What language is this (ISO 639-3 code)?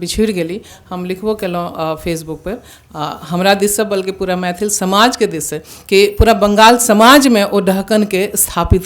mai